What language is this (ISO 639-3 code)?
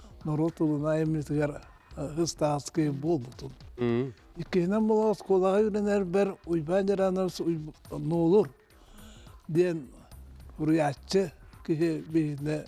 sah